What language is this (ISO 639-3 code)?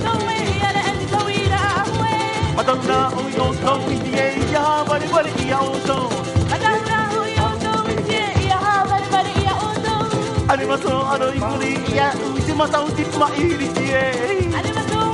tah